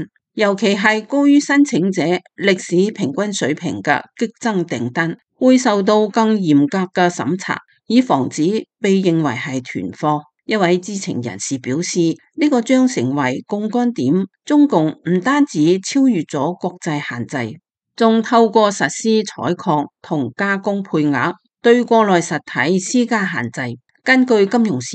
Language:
Cantonese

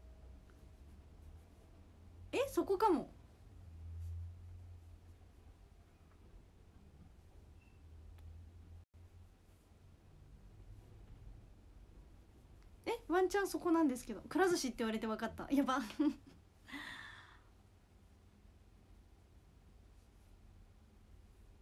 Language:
Japanese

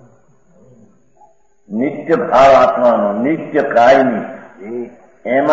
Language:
Gujarati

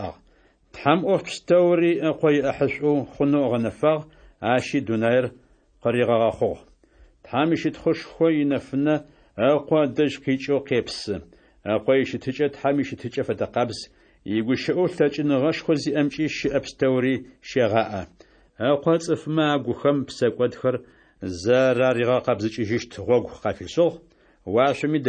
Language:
Adyghe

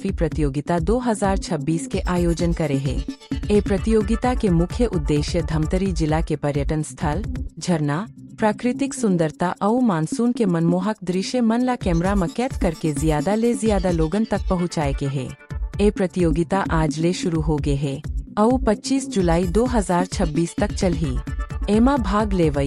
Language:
Chhattisgarhi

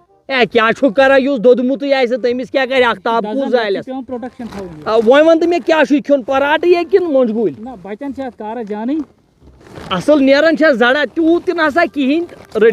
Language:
Kashmiri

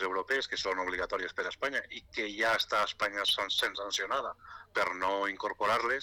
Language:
Catalan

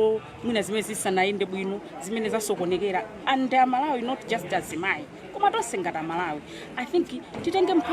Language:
Nyanja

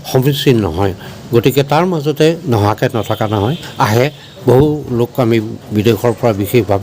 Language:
Assamese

